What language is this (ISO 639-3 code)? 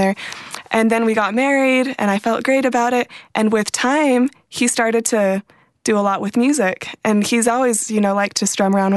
eng